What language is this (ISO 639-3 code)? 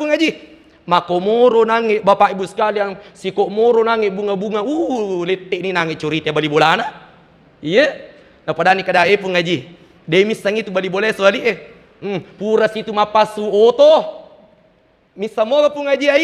bug